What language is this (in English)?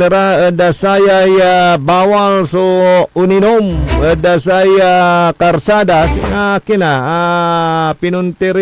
Pangasinan